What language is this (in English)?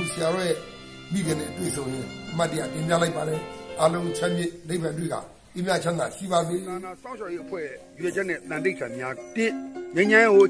Burmese